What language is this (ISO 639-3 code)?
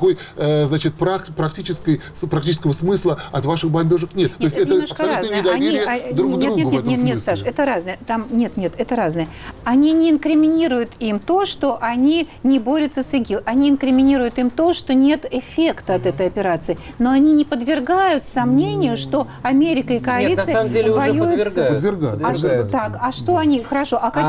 rus